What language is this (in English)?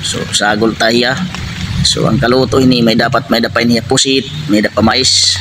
Waray